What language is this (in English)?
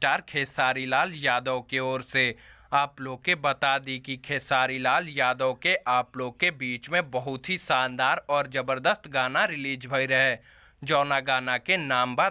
Bhojpuri